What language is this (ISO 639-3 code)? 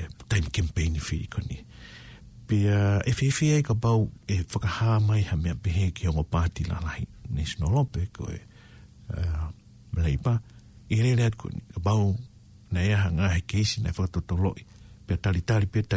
ton